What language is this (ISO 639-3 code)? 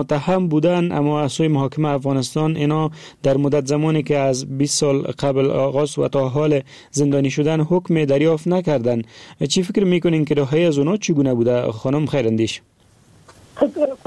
fas